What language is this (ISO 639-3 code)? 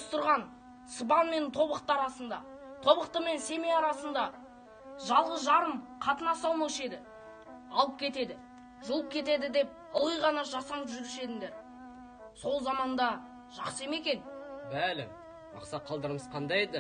kaz